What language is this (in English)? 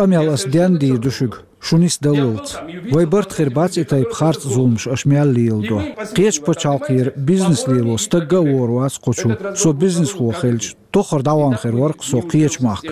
Chechen